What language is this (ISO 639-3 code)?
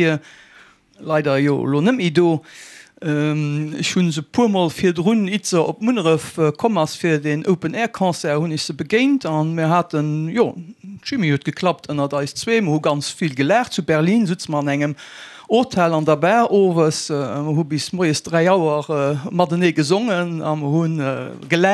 ltz